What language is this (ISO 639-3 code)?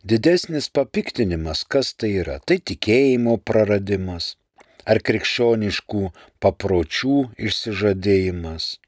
lit